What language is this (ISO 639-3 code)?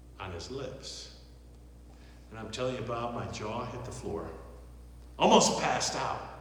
eng